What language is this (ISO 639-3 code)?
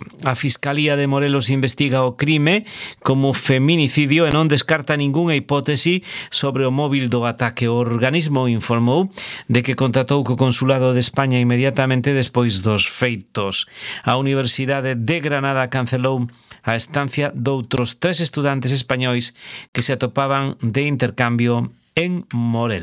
glg